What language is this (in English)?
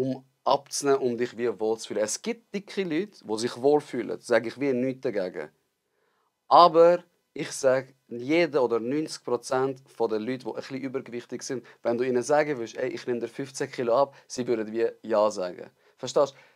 Swiss German